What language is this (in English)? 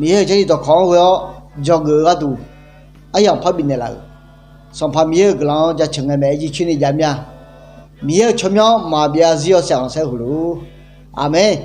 Akha